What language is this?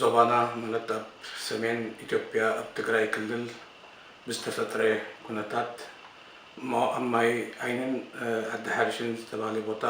Tigrinya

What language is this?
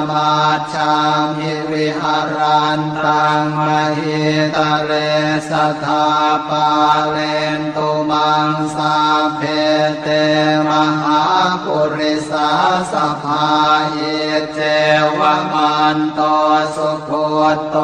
Pali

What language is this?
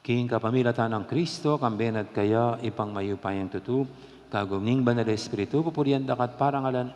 Pampanga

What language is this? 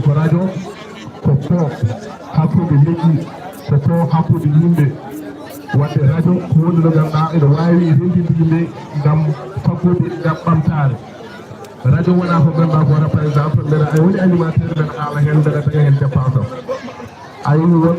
Fula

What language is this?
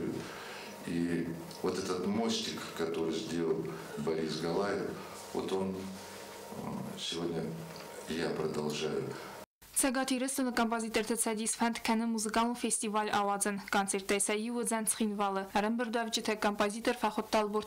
Ossetic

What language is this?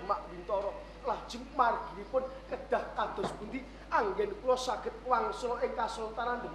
Javanese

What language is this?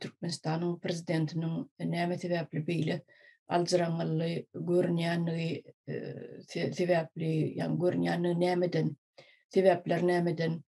Turkmen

